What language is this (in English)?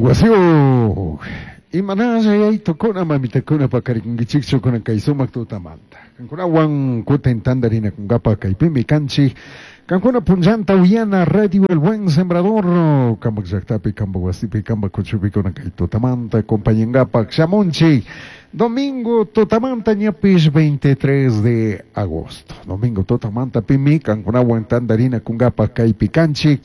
Chimborazo Highland Quichua